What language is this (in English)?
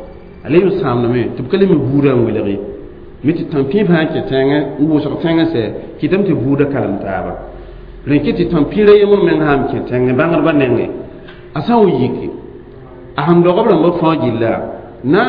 Mossi